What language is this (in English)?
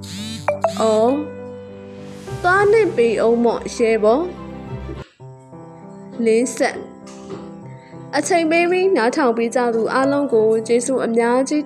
Burmese